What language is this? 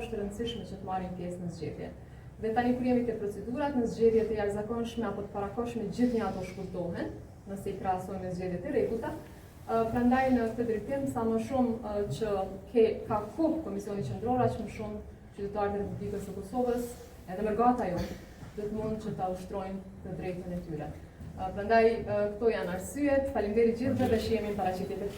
Albanian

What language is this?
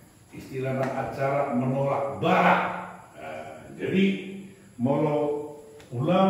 Batak Toba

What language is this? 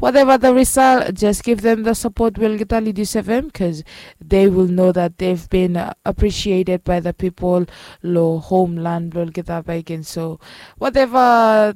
Bislama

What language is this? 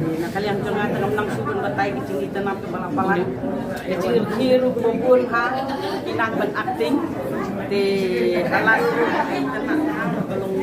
Khasi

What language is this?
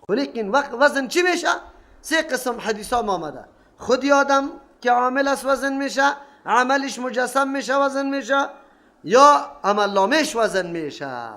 Persian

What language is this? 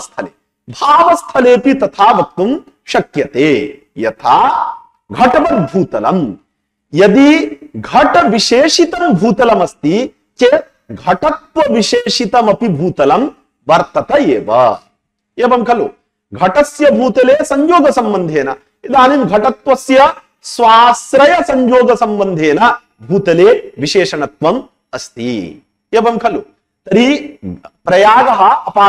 Sanskrit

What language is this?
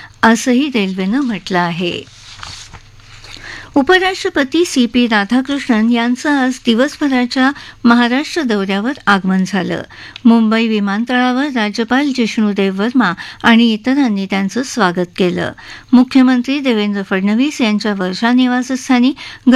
Marathi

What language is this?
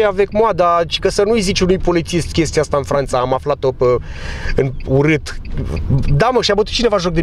Romanian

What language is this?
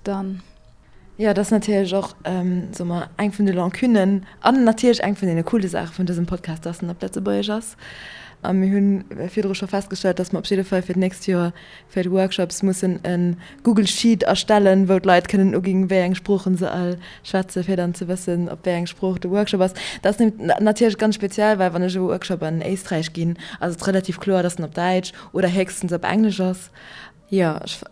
Luxembourgish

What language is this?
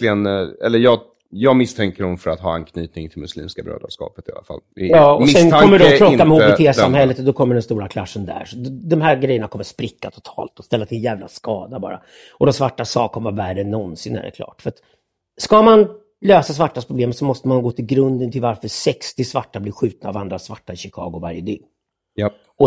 Swedish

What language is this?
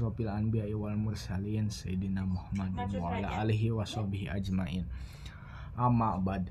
Sundanese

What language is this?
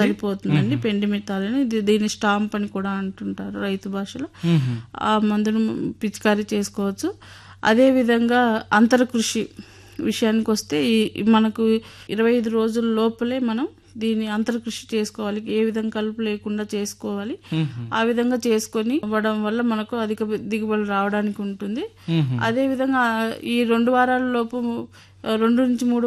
Telugu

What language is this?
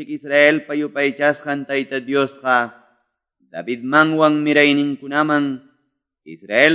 Quechua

